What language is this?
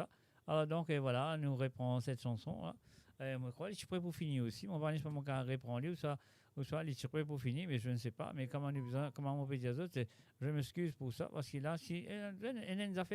Morisyen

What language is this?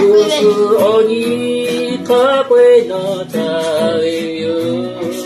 Lahu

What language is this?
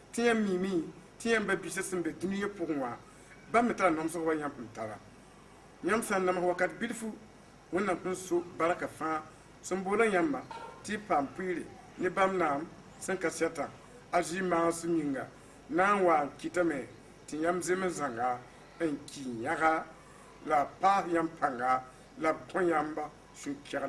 Mossi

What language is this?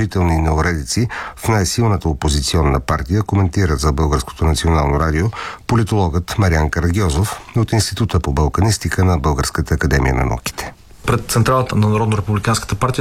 Bulgarian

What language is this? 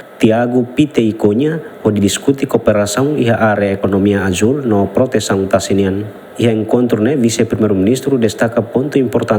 Tetum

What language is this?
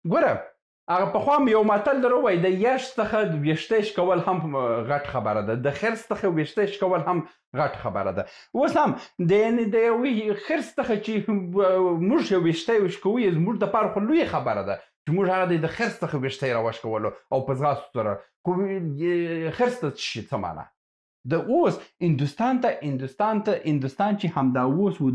Pashto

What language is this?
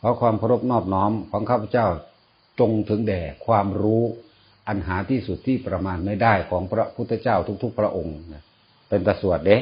Northeastern Thai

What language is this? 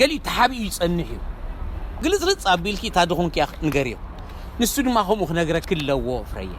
Tigrinya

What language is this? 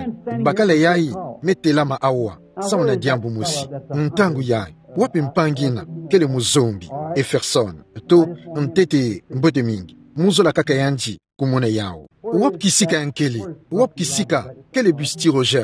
Kituba (Democratic Republic of Congo)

